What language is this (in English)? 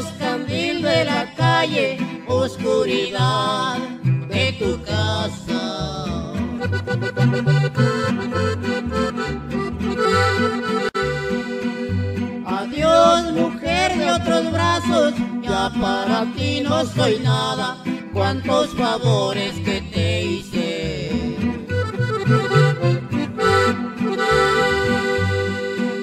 Spanish